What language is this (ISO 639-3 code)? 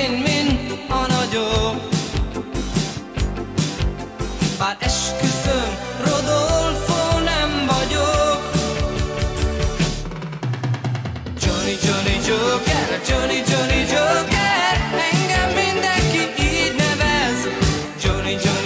hun